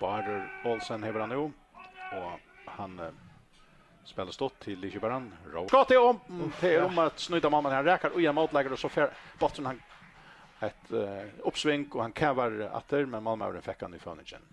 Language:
Faroese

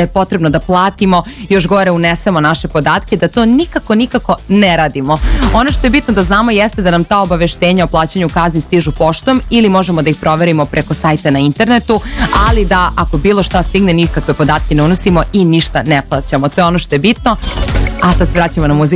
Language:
Serbian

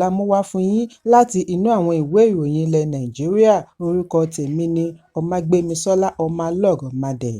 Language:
Yoruba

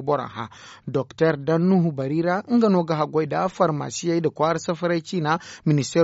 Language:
Zarma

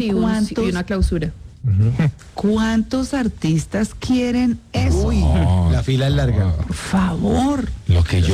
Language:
Spanish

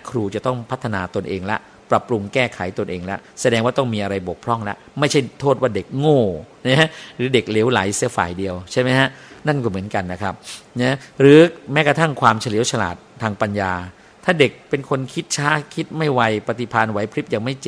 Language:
Thai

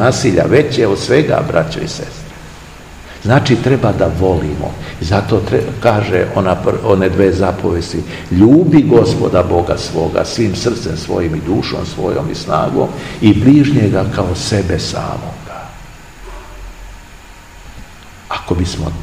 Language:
Serbian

